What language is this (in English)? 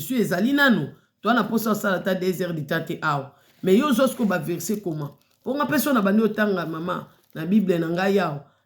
Lingala